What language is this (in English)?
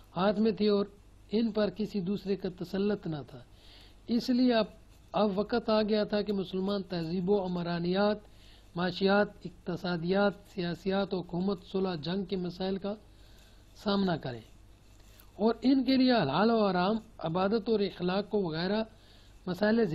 Urdu